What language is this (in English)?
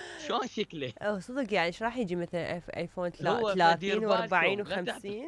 Mesopotamian Arabic